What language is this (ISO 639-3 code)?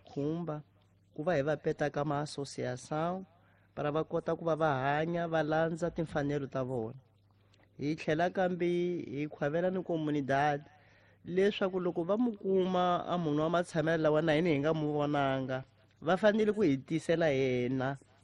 tso